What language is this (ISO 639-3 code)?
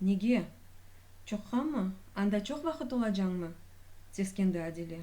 crh